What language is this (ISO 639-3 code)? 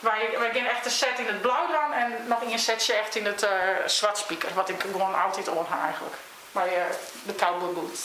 fry